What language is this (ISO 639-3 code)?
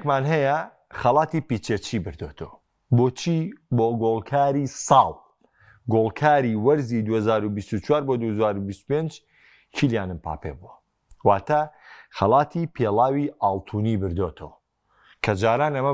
ckb